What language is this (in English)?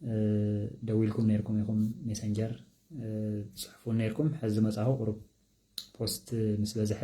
Tigrinya